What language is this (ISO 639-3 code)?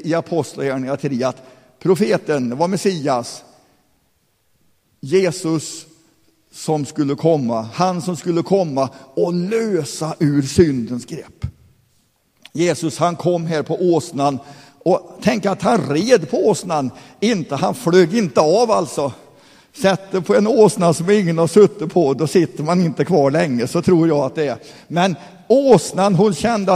swe